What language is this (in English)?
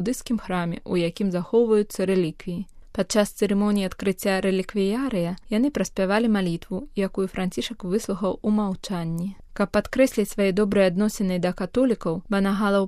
Belarusian